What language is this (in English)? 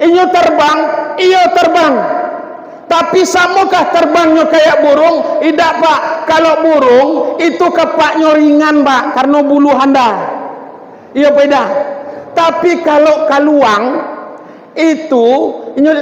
Minangkabau